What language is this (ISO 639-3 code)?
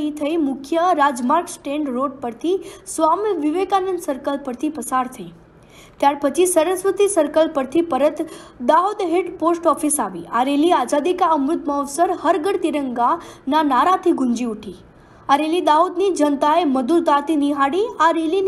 guj